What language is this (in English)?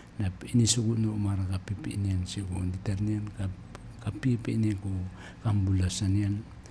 Maranao